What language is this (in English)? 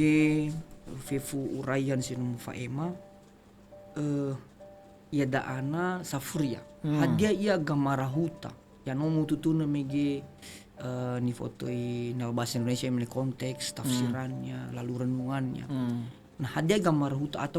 Nias